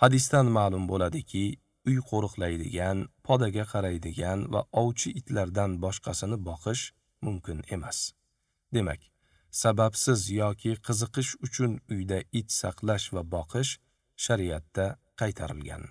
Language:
Uzbek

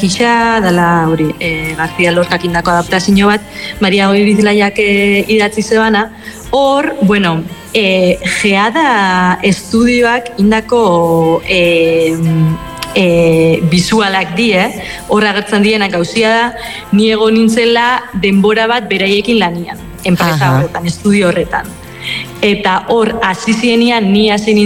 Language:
Basque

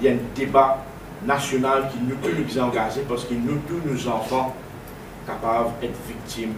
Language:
Morisyen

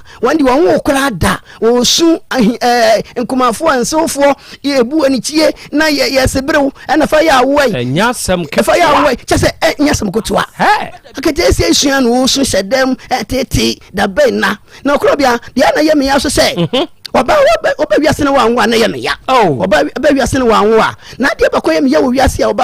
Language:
Akan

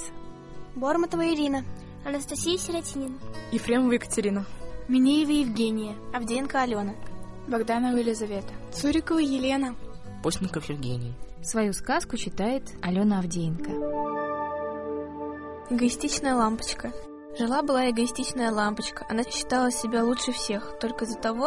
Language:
Russian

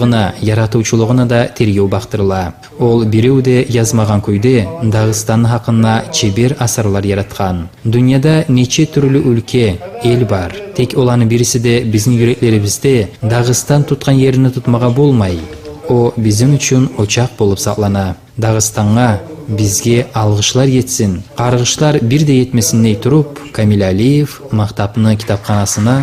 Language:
Kumyk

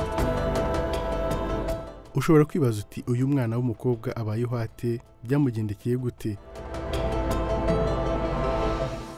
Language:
Kinyarwanda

